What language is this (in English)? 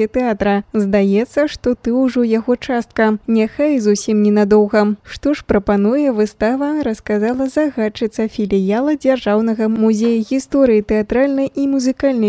Belarusian